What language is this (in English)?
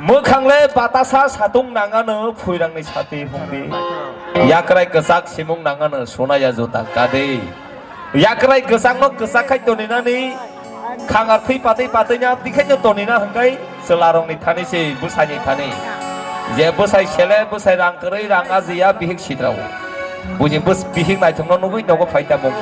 Kok Borok